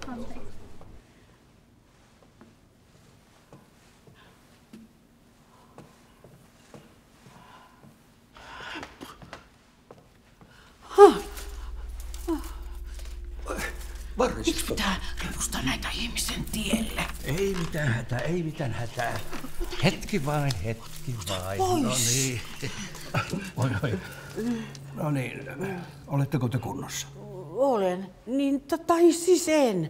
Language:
Finnish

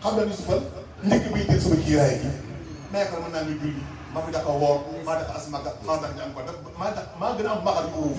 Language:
Wolof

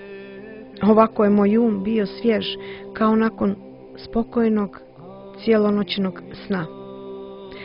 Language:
Croatian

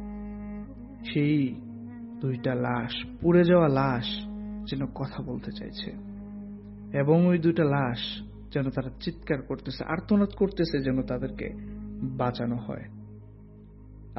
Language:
Bangla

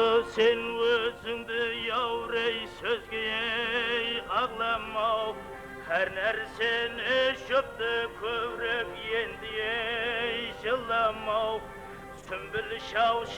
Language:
Kara-Kalpak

